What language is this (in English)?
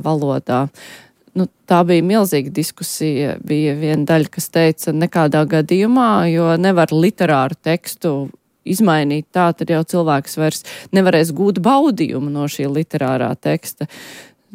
Latvian